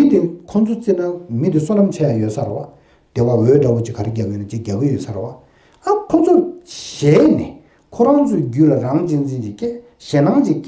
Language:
Tibetan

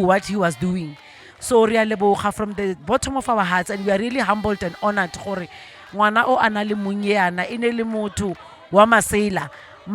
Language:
Tswana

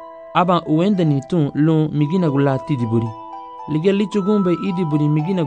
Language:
Garifuna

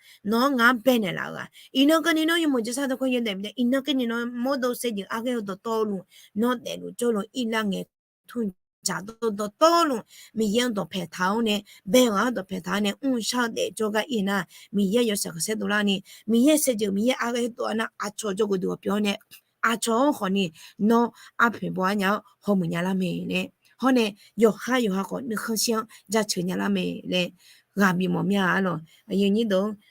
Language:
Akha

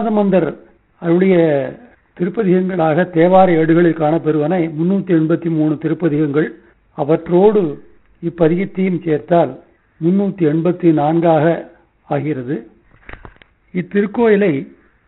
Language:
Tamil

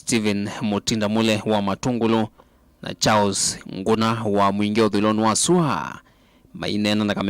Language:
Kamba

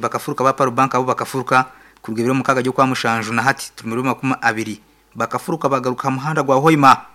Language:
Nyankole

